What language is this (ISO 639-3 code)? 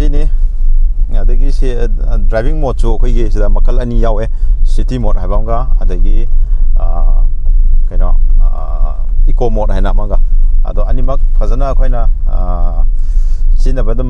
mni